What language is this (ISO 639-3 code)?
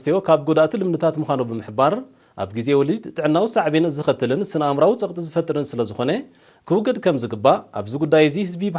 tir